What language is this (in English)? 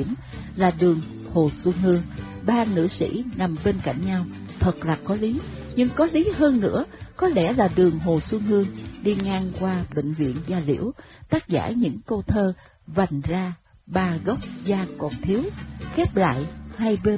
Vietnamese